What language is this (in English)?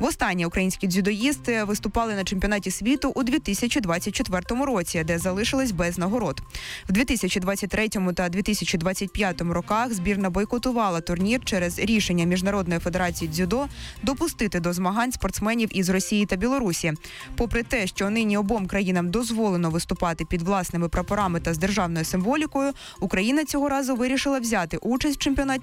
Ukrainian